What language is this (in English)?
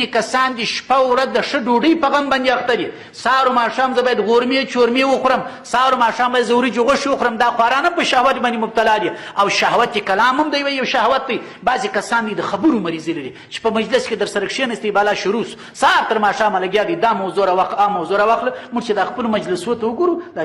Pashto